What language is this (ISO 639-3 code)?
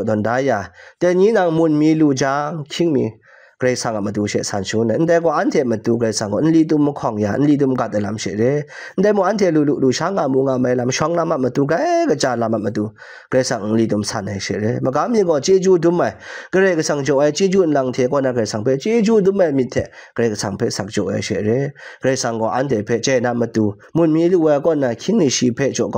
kac